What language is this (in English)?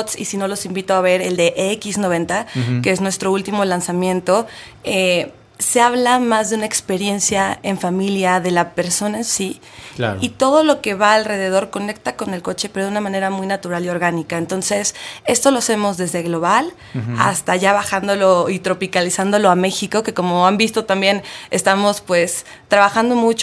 Spanish